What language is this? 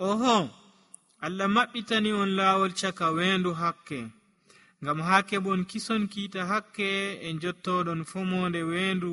Nigerian Fulfulde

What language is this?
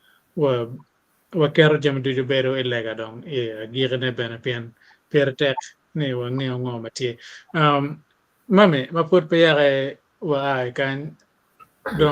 Acoli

